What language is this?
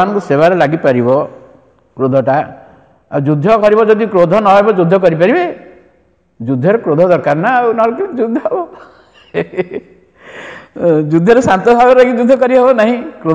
Odia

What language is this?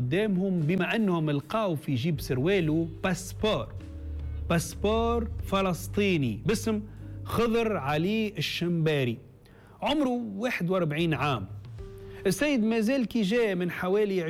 Tunisian Arabic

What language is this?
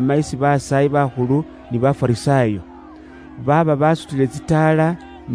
Luyia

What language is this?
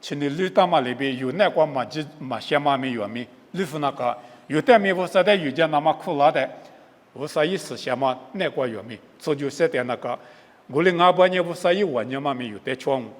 Lisu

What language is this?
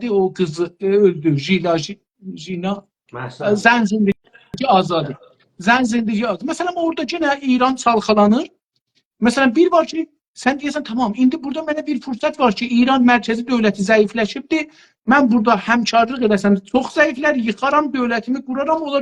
South Azerbaijani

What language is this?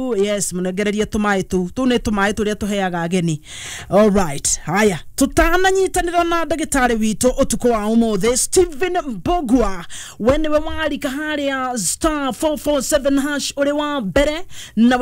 Kikuyu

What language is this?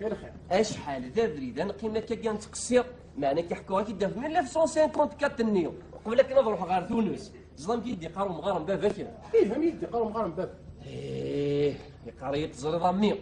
Kabyle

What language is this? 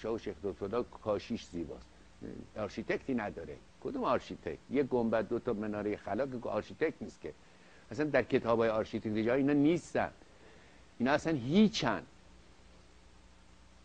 Persian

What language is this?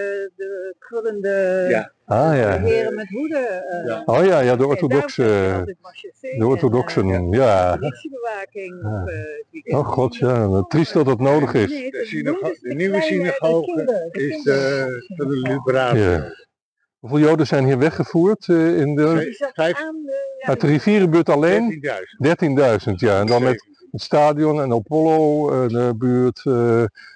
Dutch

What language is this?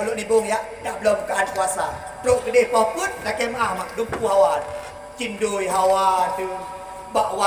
Achinese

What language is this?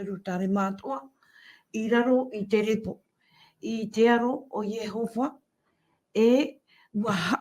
Tahitian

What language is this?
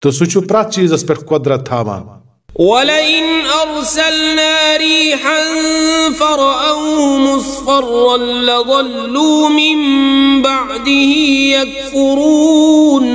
Kashmiri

